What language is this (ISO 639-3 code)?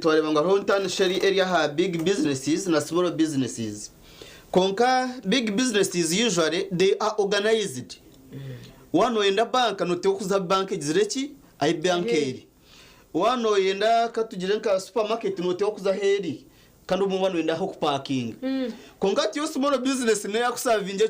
nyn